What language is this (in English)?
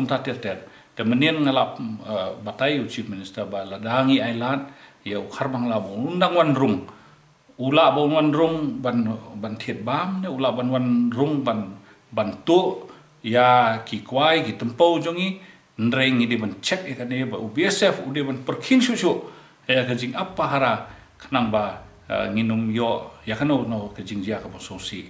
Khasi